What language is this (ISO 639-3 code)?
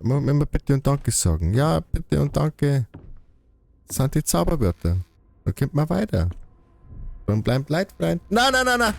bar